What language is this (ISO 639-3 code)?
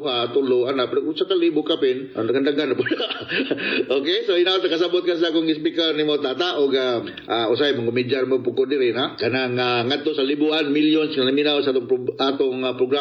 ceb